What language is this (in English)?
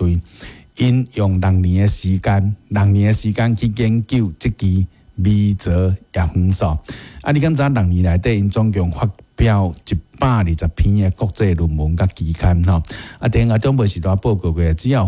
Min Nan Chinese